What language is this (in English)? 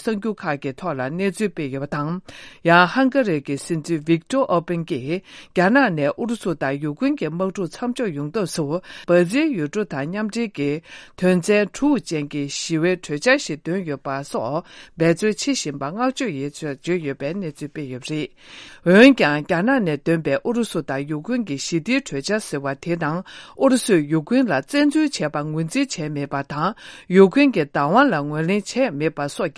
Tibetan